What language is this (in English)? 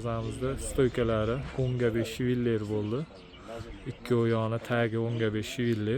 Uzbek